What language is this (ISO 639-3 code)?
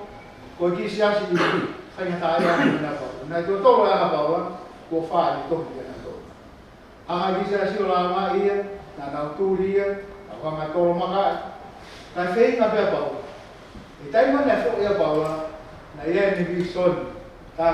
ton